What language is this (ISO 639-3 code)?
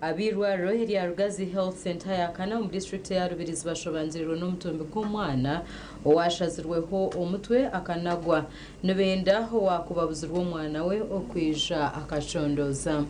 nyn